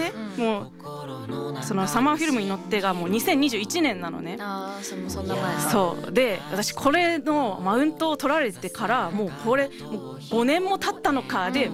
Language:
Japanese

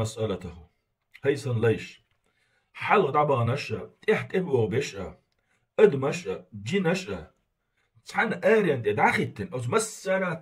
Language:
Chechen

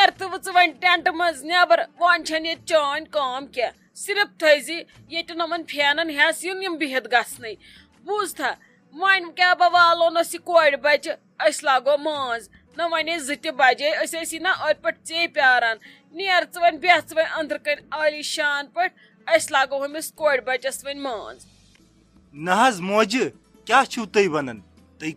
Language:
Kashmiri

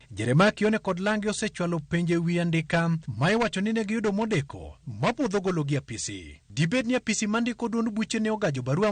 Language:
Luo (Kenya and Tanzania)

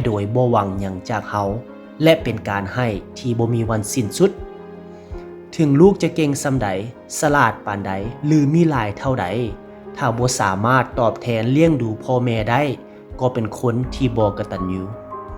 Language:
Lao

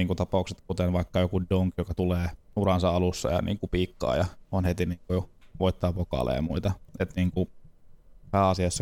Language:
Finnish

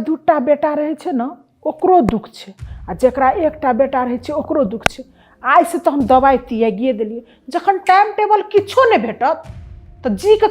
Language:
Maithili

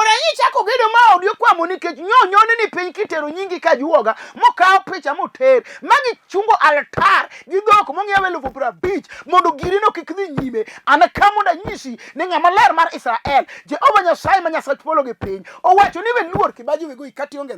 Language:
Luo (Kenya and Tanzania)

